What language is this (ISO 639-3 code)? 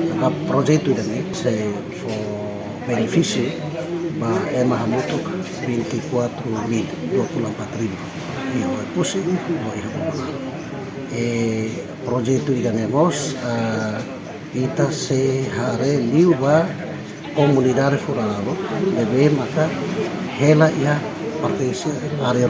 tet